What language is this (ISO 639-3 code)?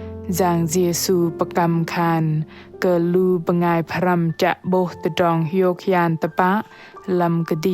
bdq